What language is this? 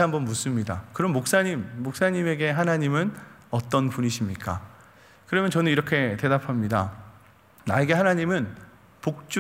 Korean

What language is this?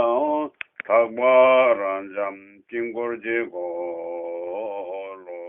Tibetan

